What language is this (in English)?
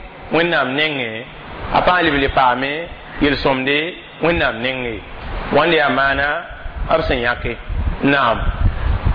Mossi